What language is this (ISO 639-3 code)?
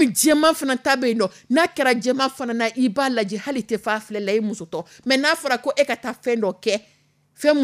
dyu